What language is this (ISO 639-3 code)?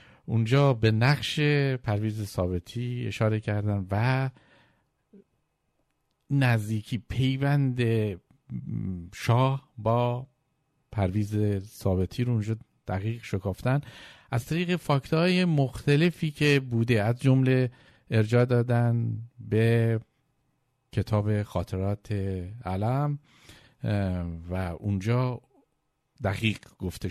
fas